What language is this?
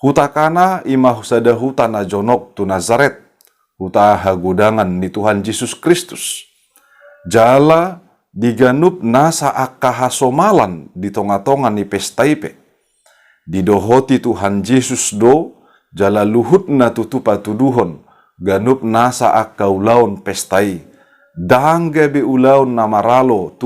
Batak Toba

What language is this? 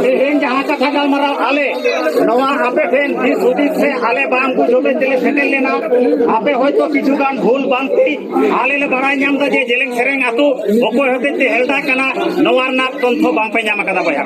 Santali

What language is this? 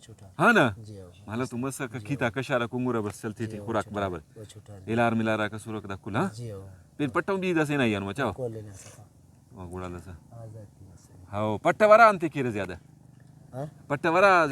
Brahui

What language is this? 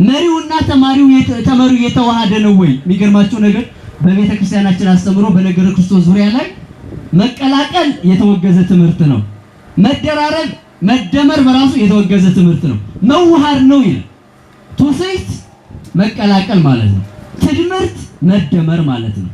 Amharic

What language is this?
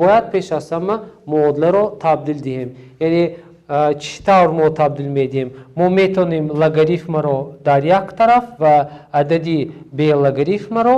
Tajik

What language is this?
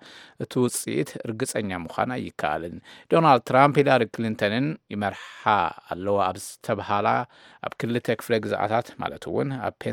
Tigrinya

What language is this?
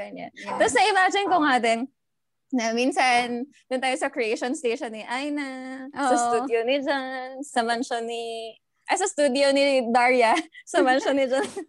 Filipino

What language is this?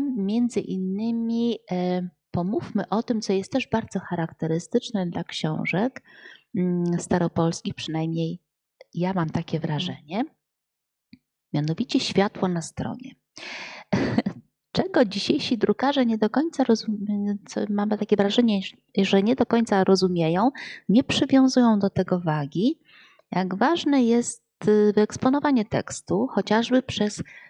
Polish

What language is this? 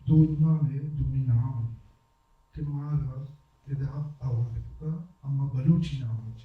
Baluchi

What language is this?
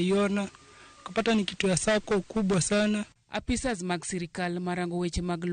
Luo (Kenya and Tanzania)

